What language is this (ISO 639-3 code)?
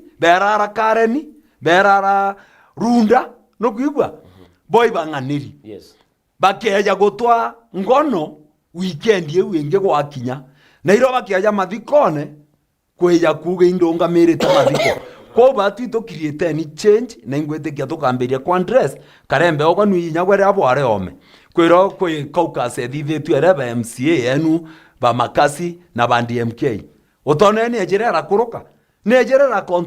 mer